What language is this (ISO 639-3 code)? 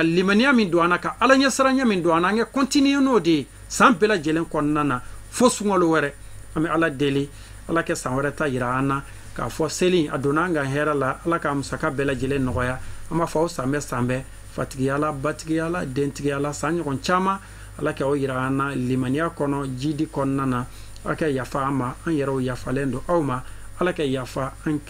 bam